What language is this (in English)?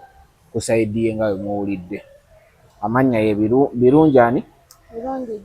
Ganda